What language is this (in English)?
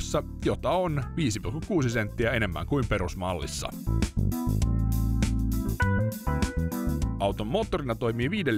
Finnish